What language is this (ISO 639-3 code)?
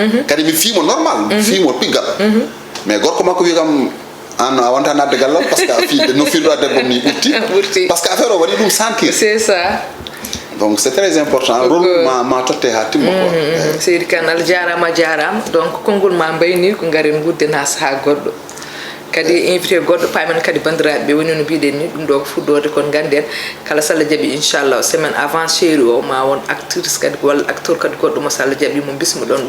ful